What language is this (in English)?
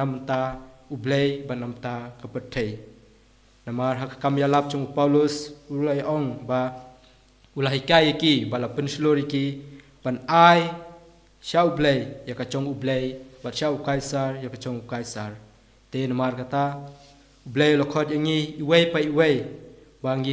Khasi